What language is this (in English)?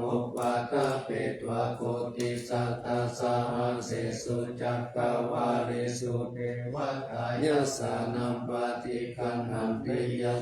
Pali